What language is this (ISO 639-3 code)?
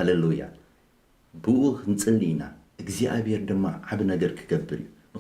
tir